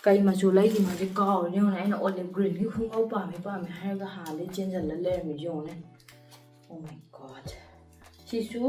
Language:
Manipuri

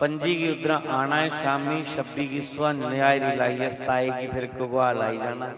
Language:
Dogri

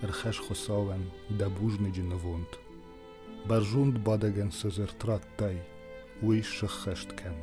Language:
Ossetic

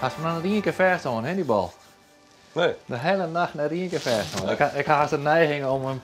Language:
Western Frisian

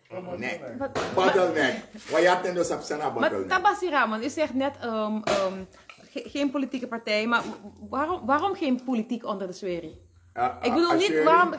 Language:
Dutch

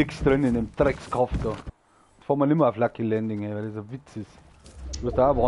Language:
Bavarian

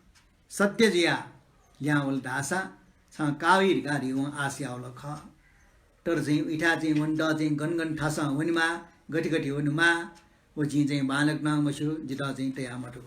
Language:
Newari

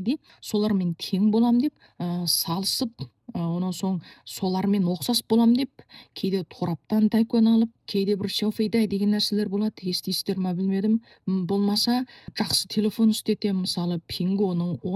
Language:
Kazakh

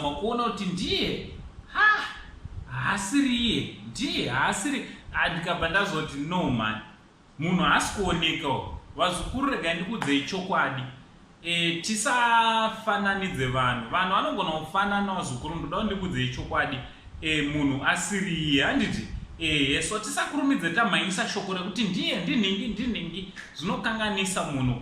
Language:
Shona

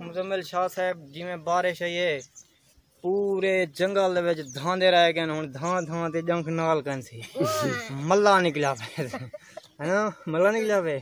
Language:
Saraiki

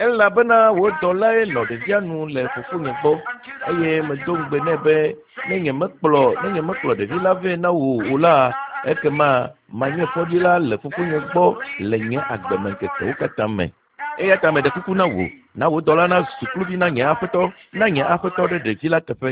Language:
Ewe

